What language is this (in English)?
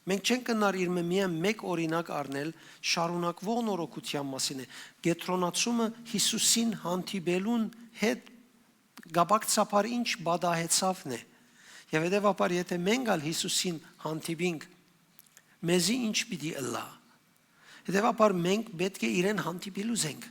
Western Armenian